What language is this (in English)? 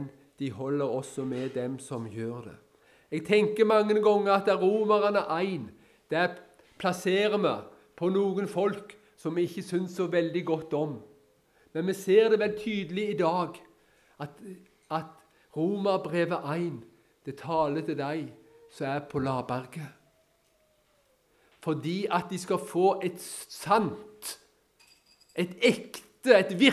Norwegian